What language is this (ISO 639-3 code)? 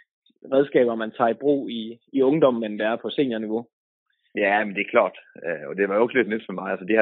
dan